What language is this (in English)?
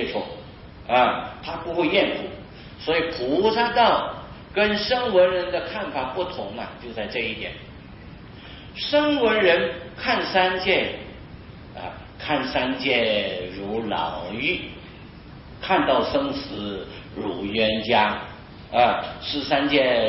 Chinese